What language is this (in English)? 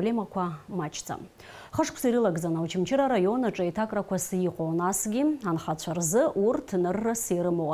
Abkhazian